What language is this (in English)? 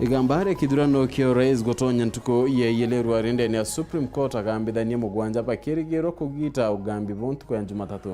Meru